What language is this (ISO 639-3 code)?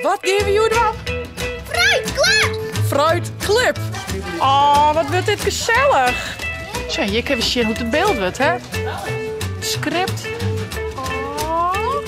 fry